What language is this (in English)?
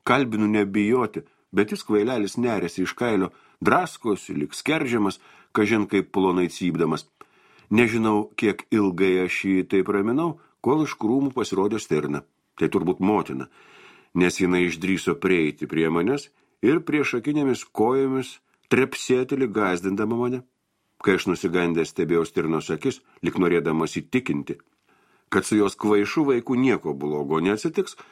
Lithuanian